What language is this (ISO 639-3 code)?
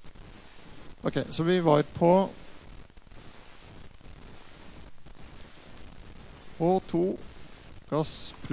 nor